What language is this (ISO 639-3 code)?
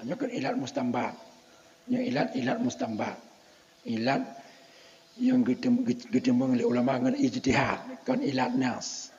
ace